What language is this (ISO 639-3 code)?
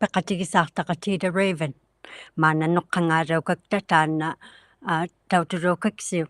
iku